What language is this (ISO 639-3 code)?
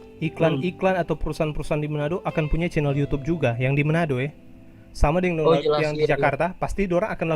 xmm